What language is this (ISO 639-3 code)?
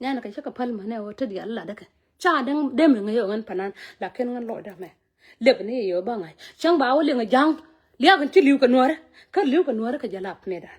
nus